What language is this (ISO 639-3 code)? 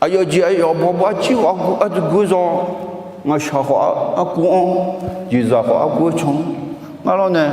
ahk